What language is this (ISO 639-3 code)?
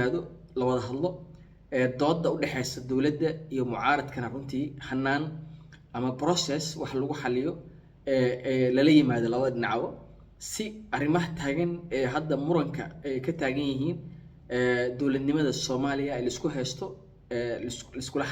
som